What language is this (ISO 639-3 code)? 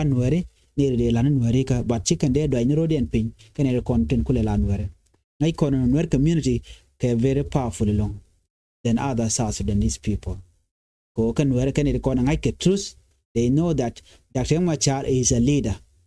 nus